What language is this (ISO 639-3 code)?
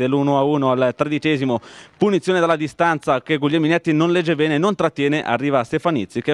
ita